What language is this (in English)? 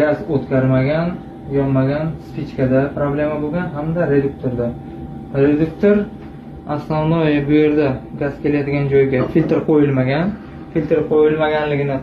Uzbek